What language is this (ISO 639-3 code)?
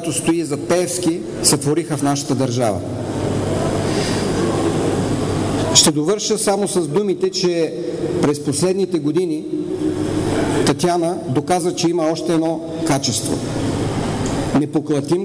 bul